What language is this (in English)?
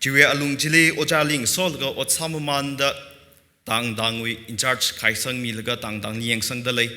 Tangkhul Naga (India)